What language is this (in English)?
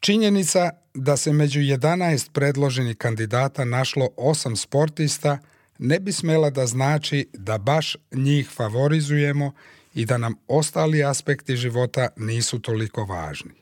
Serbian